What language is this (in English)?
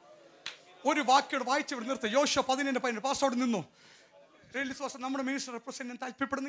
Malayalam